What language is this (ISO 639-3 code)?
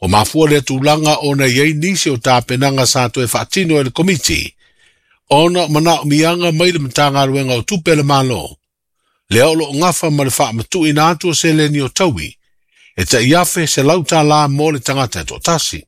smo